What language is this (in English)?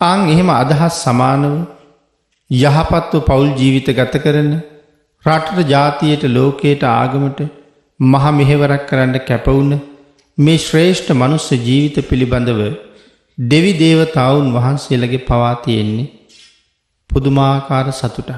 Sinhala